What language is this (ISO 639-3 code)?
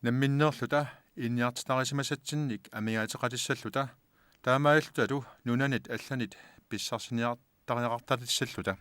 kal